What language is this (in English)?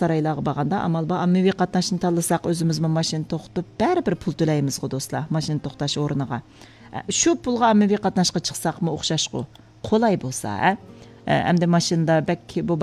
Uyghur